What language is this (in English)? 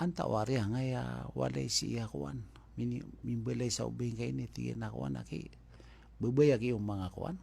Maranao